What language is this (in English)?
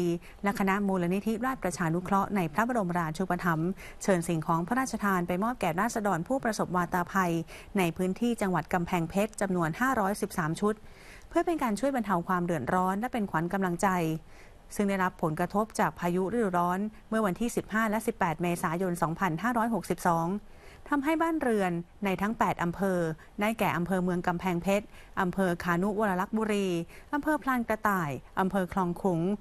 Thai